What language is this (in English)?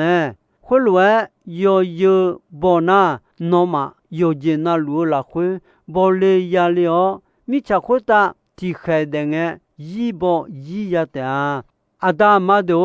Akha